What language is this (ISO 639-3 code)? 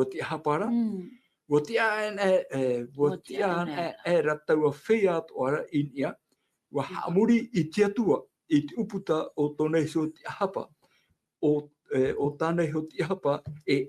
tah